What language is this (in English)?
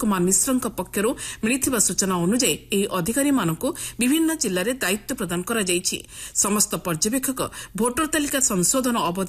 Odia